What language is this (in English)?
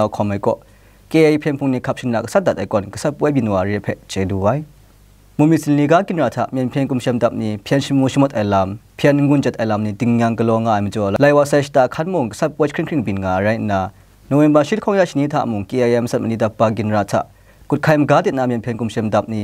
Kachin